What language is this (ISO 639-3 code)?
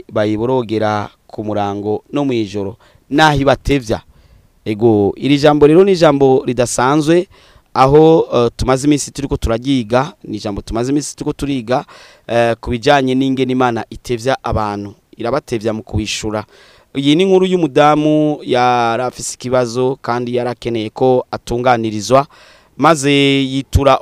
run